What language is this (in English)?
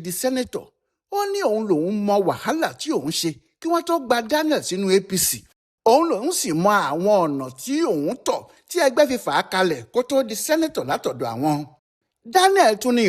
Yoruba